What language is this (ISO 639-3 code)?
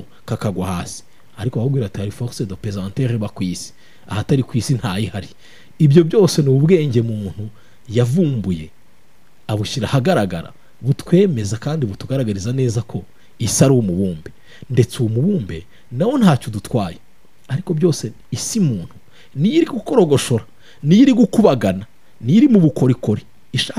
kin